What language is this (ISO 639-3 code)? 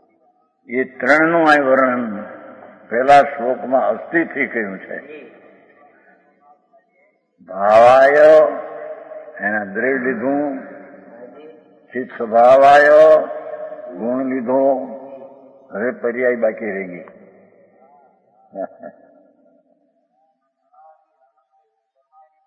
guj